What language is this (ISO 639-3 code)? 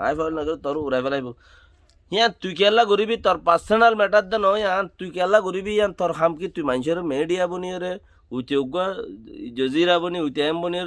rhg